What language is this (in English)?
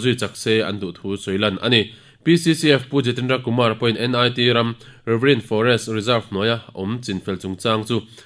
Mizo